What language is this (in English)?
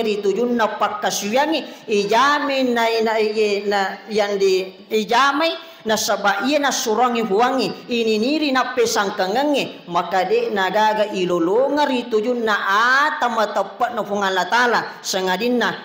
Buginese